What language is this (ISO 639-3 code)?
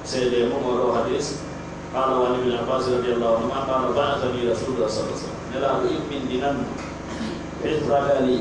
fuf